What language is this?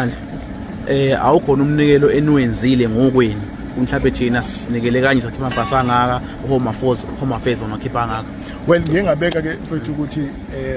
Zulu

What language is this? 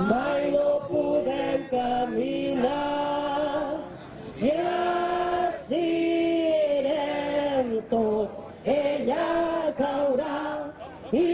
Catalan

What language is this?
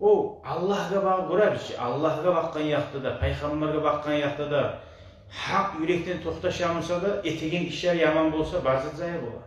Kumyk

